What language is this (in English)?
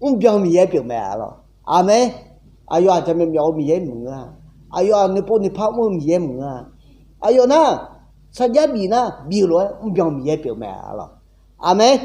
Akha